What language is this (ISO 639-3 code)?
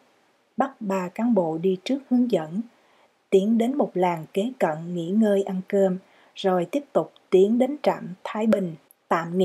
vie